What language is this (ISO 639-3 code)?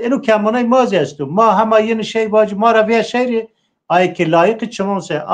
zza